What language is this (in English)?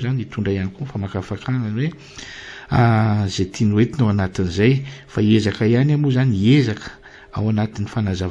Malagasy